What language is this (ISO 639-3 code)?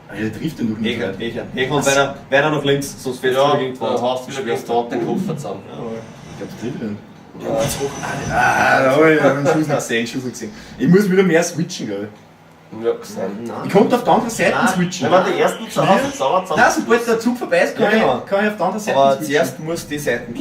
bar